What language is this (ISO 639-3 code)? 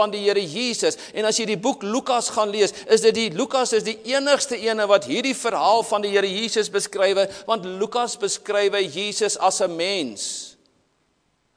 afr